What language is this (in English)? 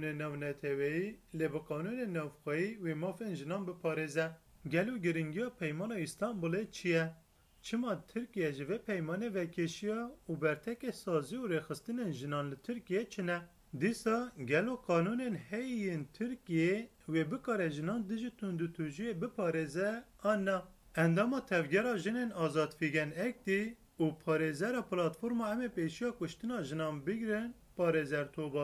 Kurdish